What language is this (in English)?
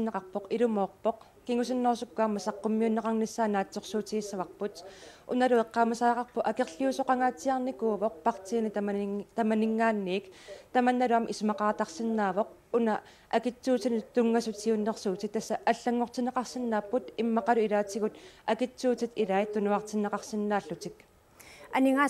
Kalaallisut